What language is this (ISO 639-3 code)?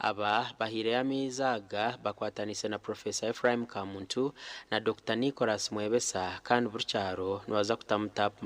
nyn